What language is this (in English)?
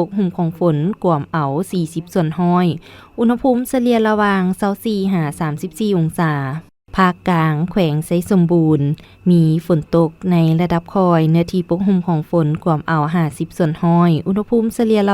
Lao